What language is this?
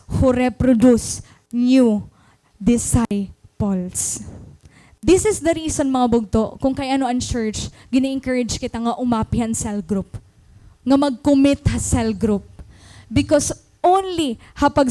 Waray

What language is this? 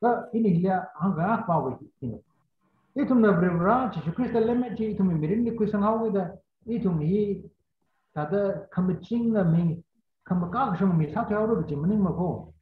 Tangkhul Naga (India)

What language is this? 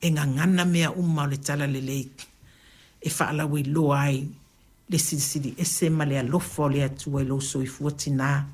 Samoan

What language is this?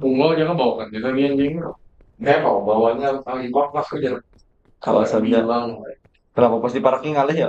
Banjar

